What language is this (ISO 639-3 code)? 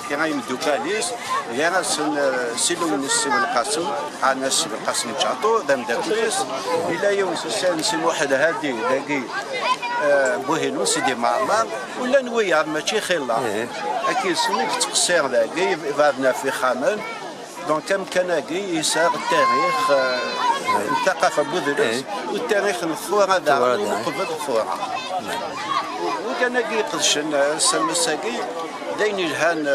kab